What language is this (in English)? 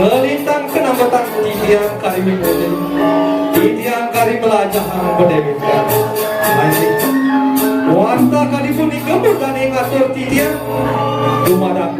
Balinese